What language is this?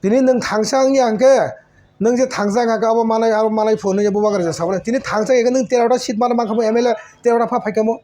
Kok Borok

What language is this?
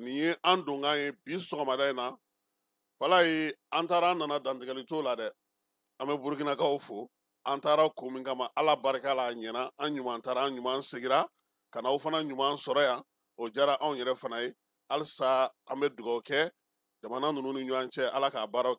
Bambara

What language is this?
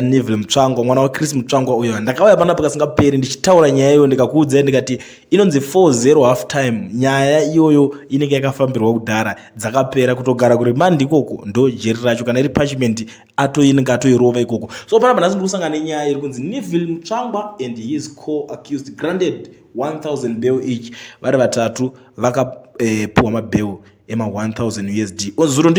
Shona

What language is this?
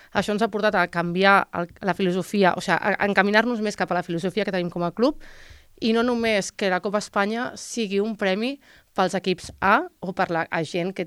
Catalan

